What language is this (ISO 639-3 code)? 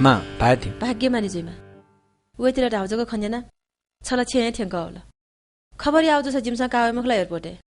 new